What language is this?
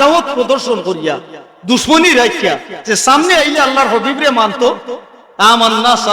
Sylheti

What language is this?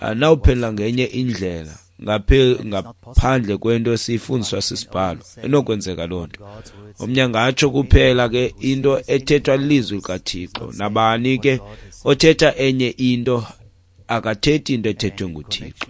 Xhosa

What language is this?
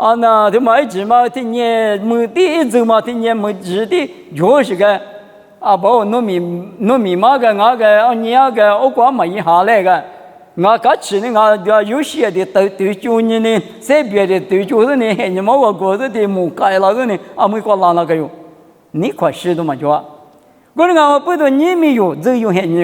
Lisu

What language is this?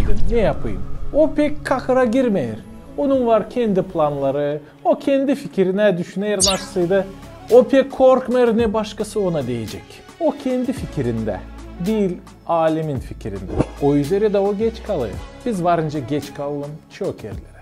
Gagauz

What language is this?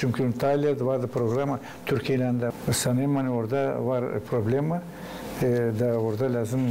Gagauz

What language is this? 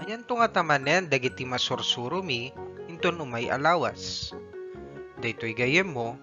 Iloko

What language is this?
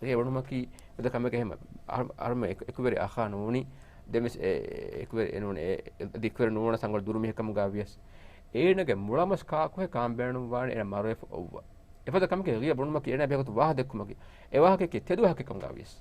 Divehi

